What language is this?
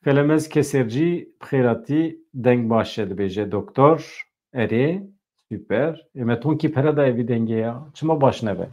Kurdish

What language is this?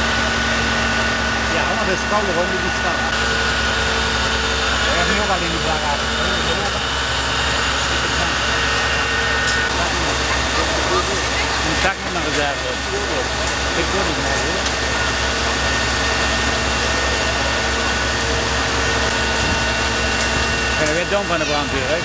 Dutch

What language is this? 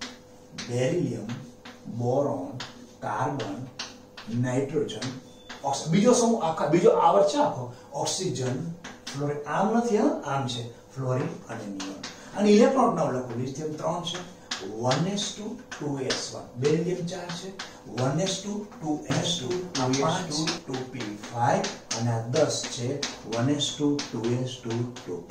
Gujarati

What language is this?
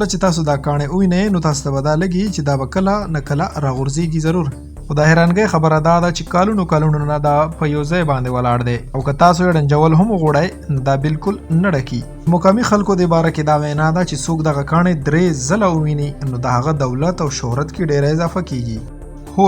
Pashto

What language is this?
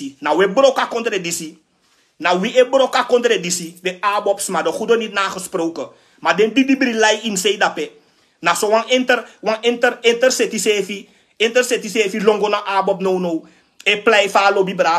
Sranan Tongo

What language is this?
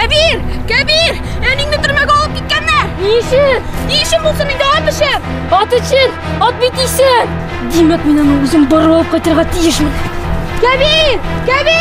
Tatar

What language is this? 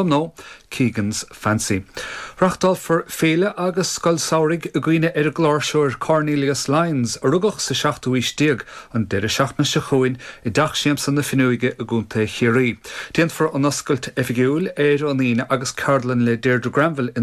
Irish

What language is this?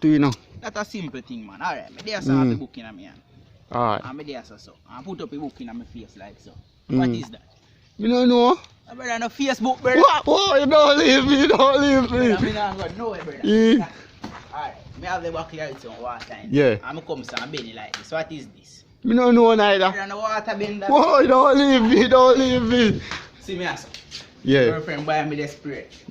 Jamaican Creole English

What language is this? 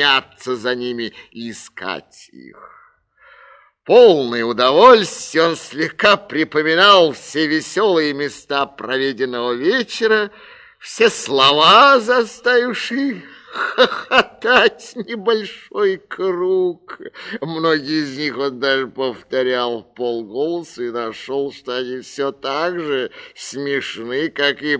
Russian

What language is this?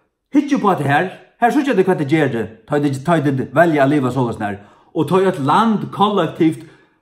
Faroese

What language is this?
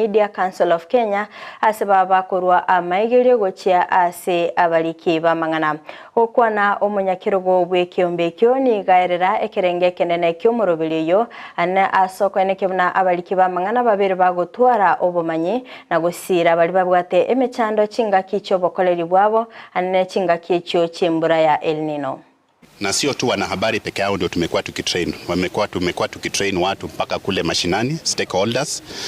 Gusii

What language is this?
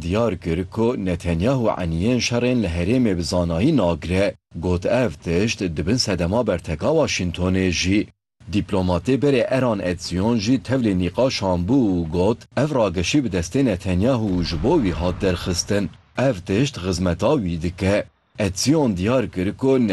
Kurdish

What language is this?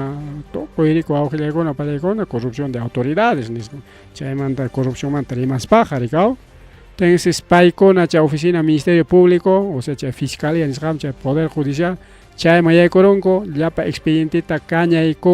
Ayacucho Quechua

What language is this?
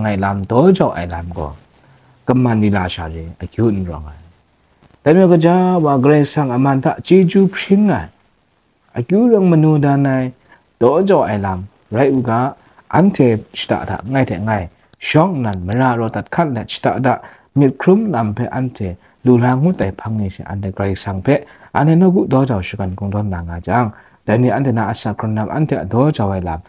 Kachin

